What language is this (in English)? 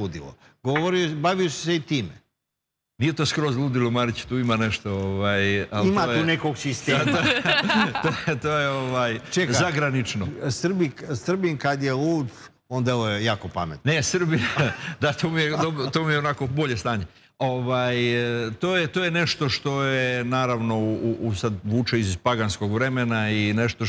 Serbian